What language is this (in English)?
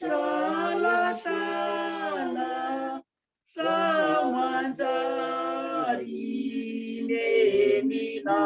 Malagasy